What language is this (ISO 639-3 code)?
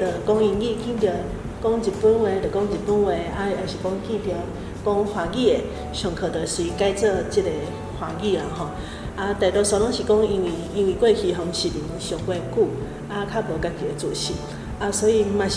nan